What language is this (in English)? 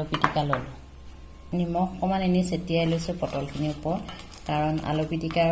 Assamese